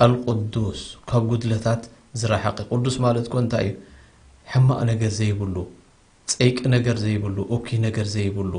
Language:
Tigrinya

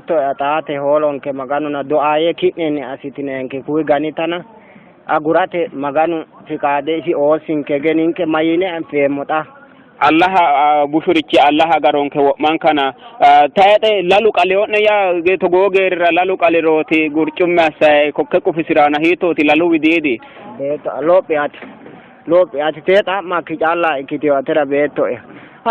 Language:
Sidamo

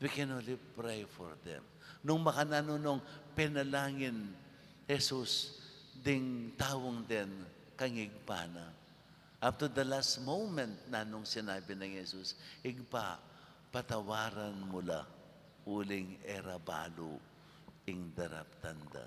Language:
Pampanga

